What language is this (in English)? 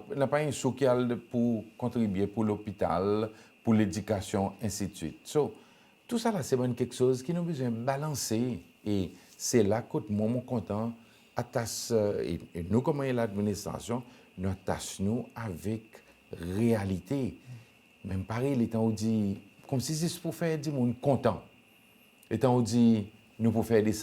Seselwa Creole French